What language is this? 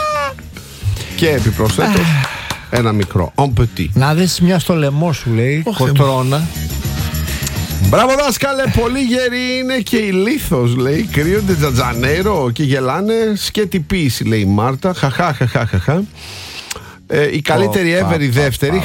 Greek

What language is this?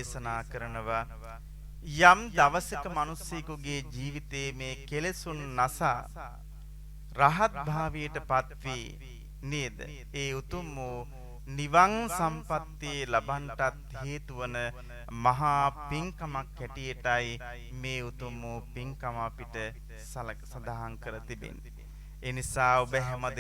Sinhala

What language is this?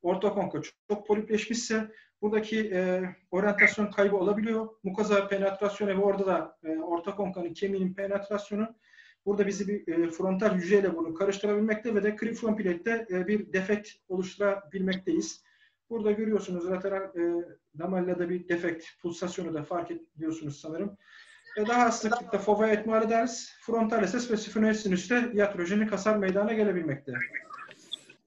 Turkish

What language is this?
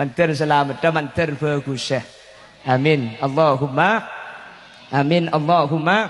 Madurese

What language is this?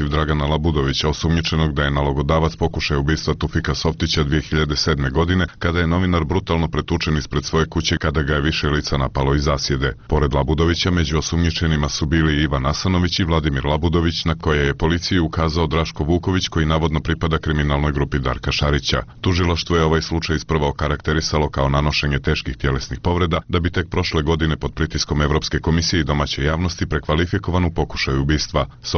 Serbian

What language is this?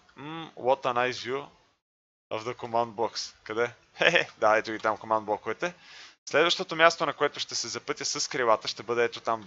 Bulgarian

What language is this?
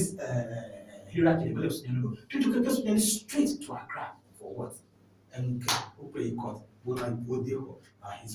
Ewe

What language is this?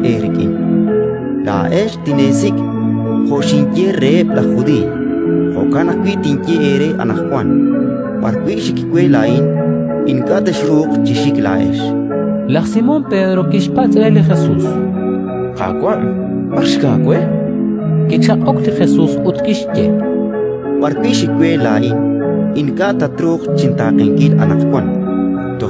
Kekchí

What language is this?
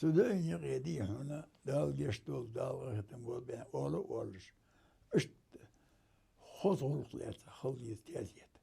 Ingush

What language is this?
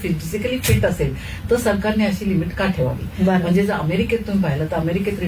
Marathi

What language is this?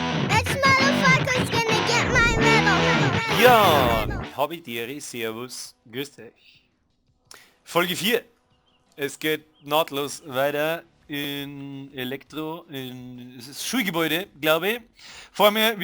Bavarian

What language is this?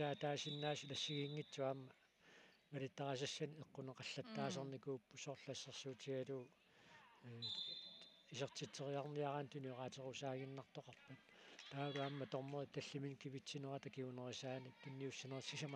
Kalaallisut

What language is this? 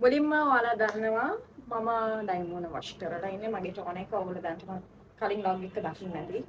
Sinhala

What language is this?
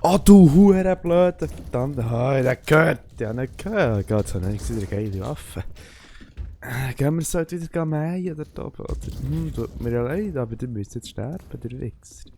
Swiss German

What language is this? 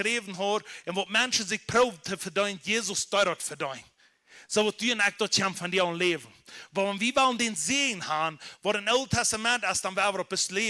Plautdietsch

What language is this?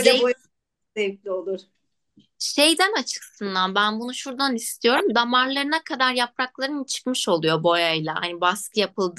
Turkish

